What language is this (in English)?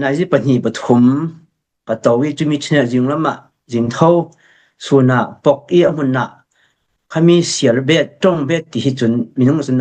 Falam Chin